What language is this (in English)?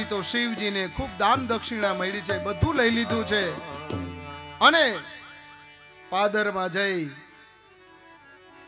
Gujarati